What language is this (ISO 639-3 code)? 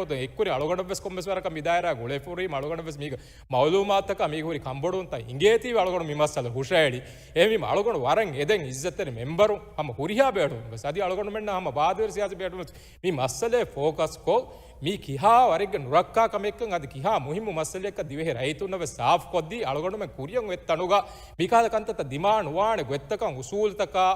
div